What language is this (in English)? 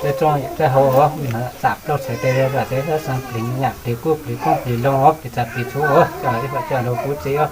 Hmong